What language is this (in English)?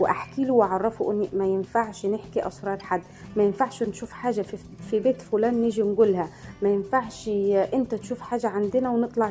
Egyptian Arabic